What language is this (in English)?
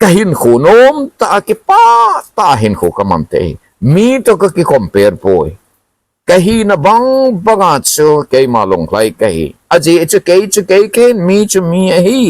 Thado Chin